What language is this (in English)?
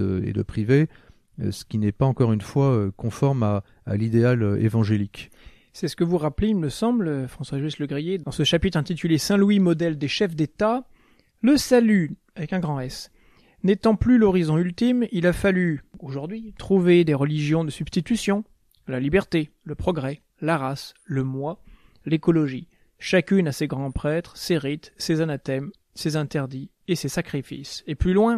French